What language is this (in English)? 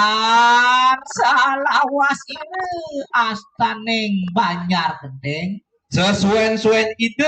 Balinese